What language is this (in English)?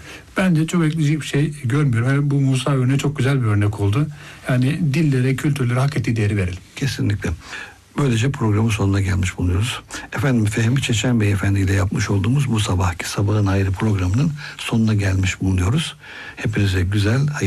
Turkish